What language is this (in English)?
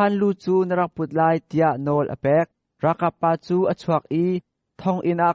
Hakha Chin